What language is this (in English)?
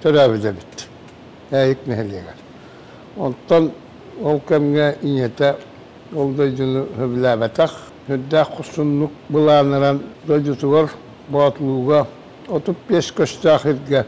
Yakut